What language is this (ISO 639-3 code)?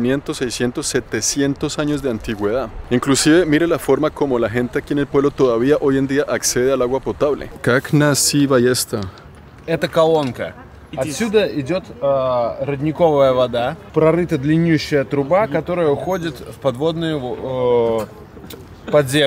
spa